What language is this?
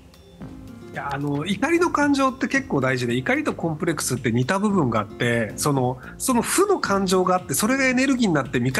Japanese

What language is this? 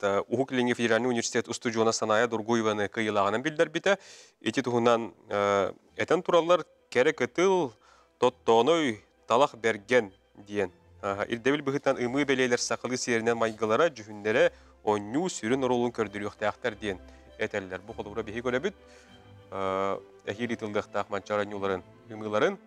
Yakut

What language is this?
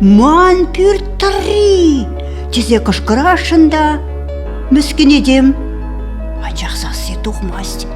Chuvash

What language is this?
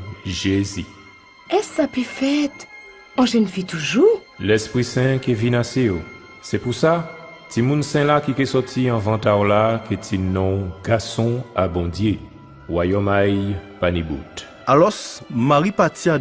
Guadeloupean Creole French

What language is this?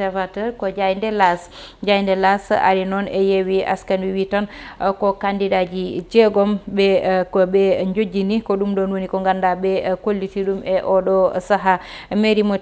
Fula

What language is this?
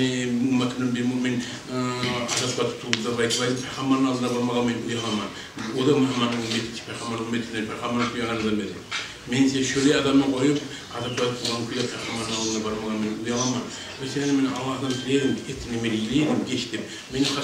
Kumyk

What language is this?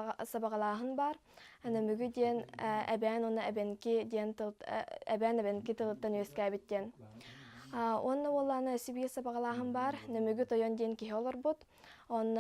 Yakut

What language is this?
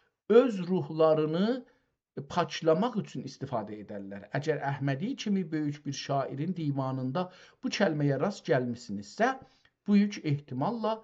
South Azerbaijani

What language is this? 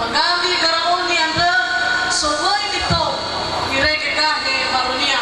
Nias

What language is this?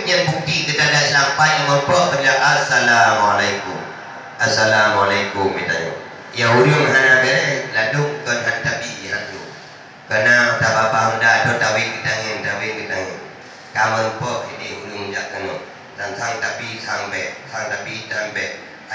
Achinese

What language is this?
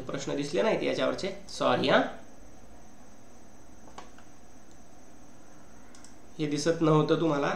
Marathi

